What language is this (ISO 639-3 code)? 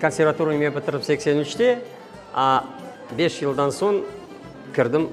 crh